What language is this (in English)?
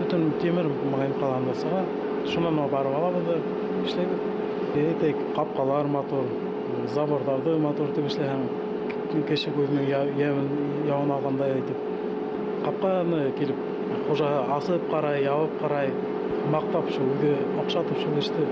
Bashkir